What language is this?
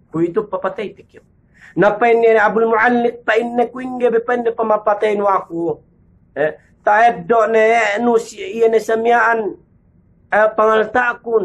Yakan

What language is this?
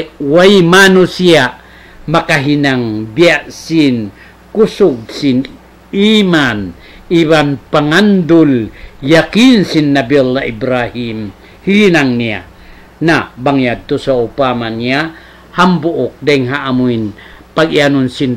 Tausug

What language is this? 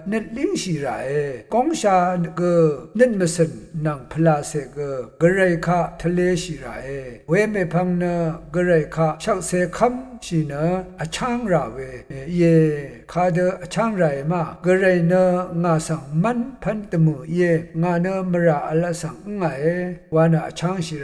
Rawang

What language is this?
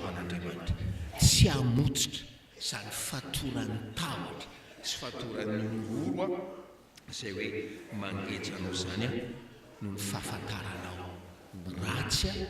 Malagasy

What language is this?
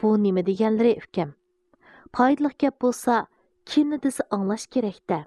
Uyghur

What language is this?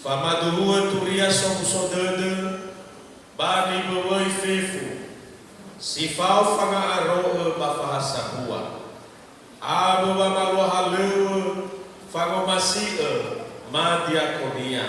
Nias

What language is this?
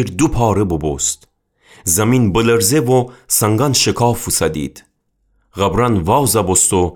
Gilaki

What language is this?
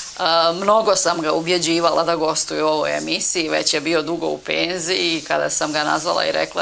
Bosnian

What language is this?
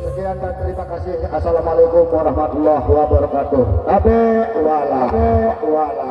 Sasak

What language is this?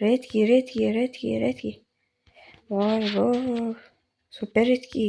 Uzbek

